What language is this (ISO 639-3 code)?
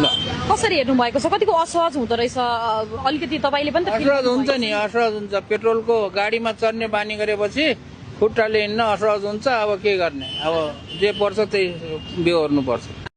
nep